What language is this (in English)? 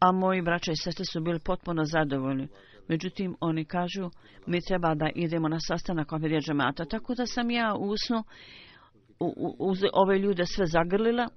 Bosnian